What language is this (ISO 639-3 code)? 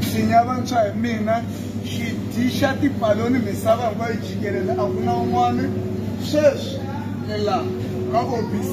tso